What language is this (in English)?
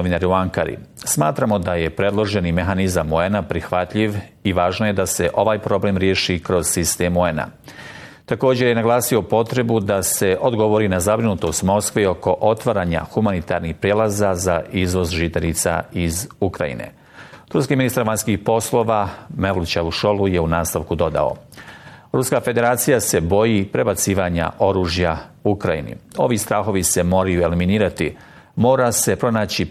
Bosnian